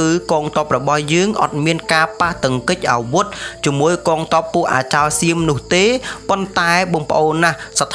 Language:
Khmer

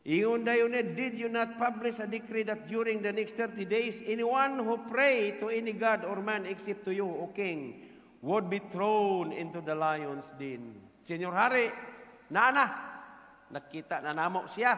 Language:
Cebuano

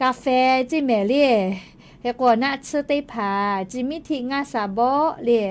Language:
Lahu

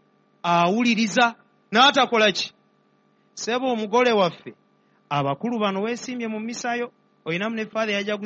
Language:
Ganda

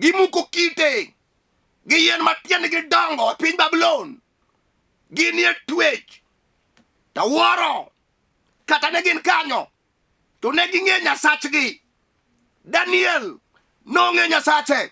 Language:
Luo (Kenya and Tanzania)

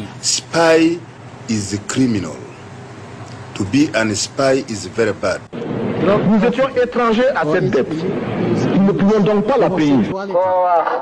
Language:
Kinyarwanda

